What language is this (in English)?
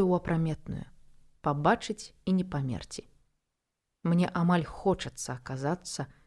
Belarusian